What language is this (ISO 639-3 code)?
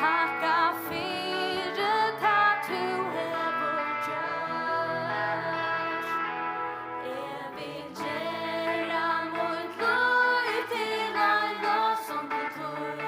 fao